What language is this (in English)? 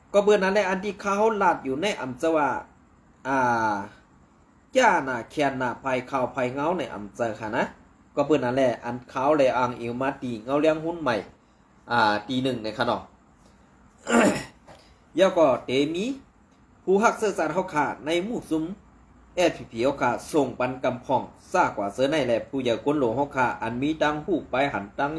Shan